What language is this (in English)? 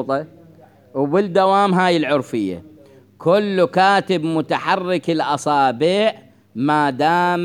Mesopotamian Arabic